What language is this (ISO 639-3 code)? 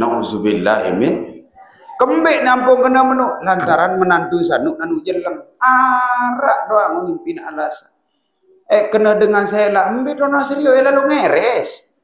sas